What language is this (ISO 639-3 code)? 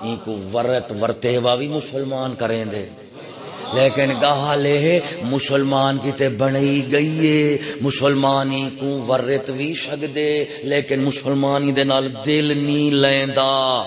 skr